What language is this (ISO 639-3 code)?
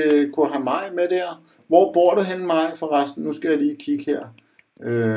dan